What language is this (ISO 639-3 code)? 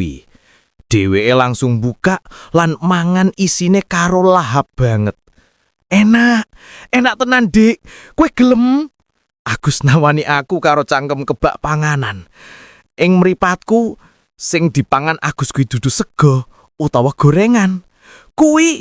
jav